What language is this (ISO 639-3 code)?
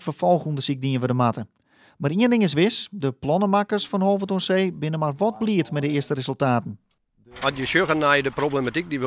fry